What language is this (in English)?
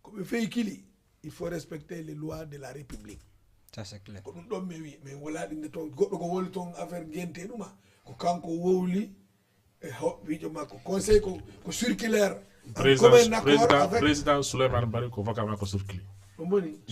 Fula